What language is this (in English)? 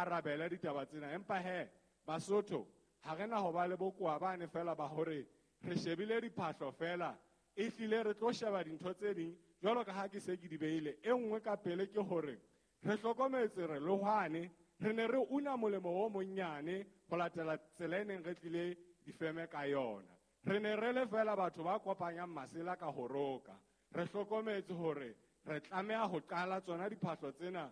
Southern Sotho